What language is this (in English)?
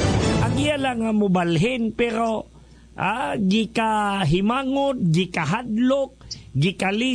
Cebuano